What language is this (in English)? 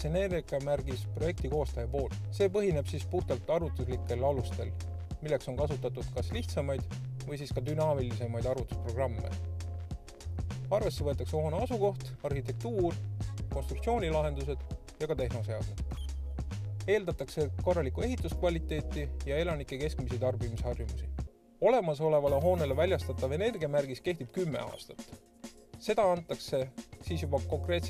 Estonian